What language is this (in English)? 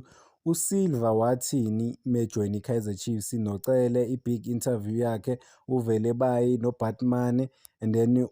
Zulu